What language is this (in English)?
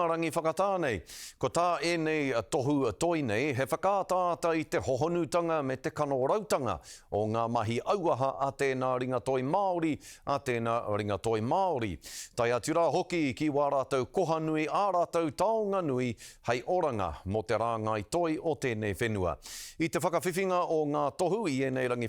Māori